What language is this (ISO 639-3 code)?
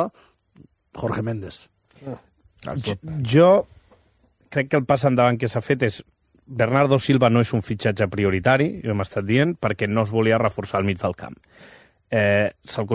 cat